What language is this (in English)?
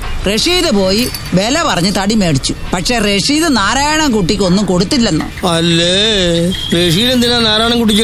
Malayalam